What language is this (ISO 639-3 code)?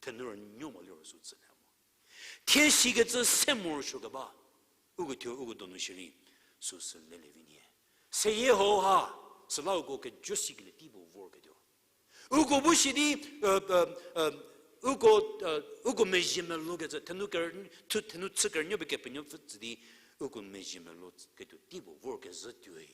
njm